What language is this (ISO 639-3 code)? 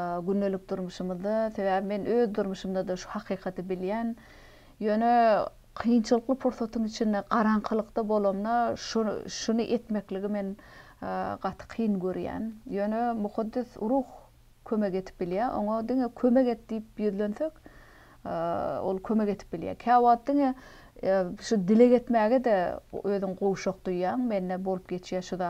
tuk